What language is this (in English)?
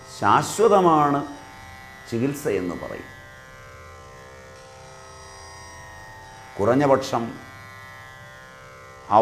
Malayalam